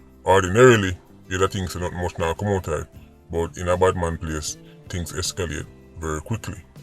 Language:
Jamaican Creole English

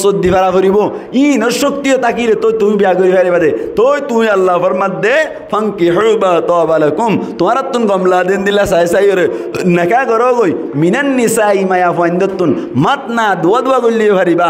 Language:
Rohingya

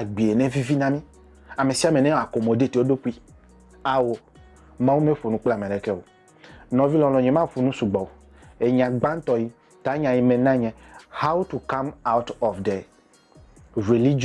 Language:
Ewe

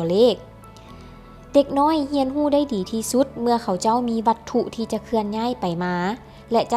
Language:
Lao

